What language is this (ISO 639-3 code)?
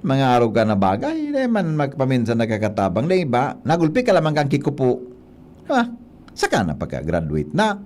bik